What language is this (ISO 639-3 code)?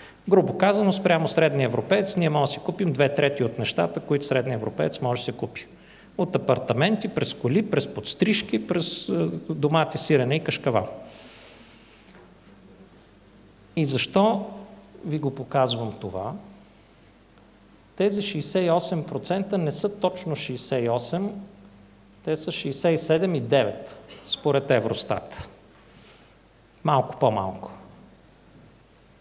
bul